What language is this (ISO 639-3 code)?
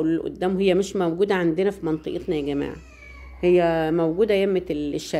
arz